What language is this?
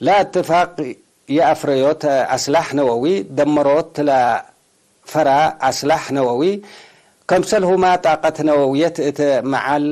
Tigre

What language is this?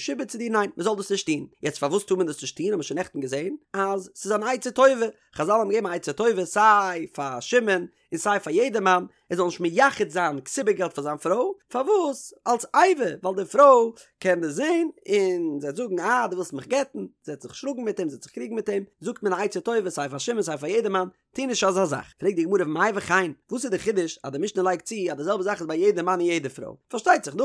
Yiddish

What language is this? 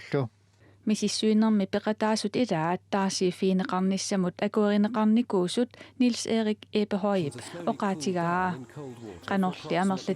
Kalaallisut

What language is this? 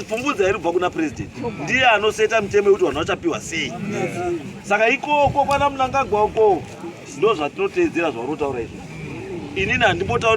Shona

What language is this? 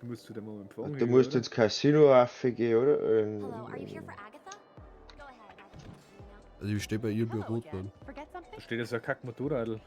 Bavarian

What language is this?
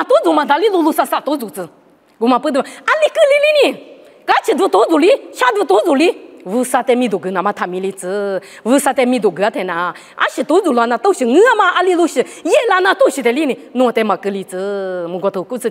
Lisu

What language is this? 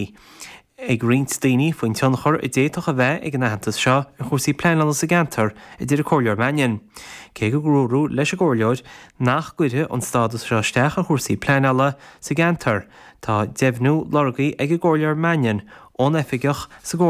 Irish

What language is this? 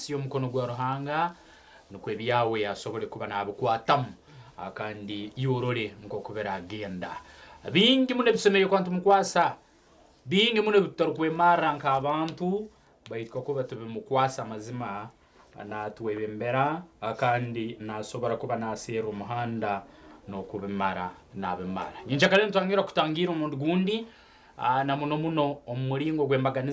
Nyankole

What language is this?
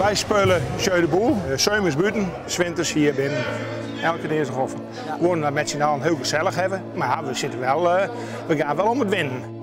Western Frisian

